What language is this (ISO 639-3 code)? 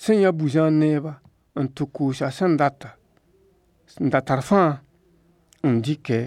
mos